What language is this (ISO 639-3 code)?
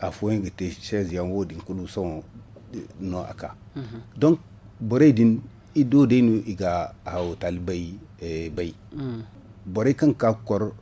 dje